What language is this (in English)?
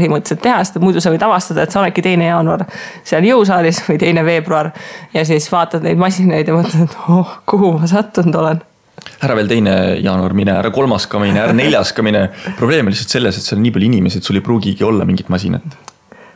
Estonian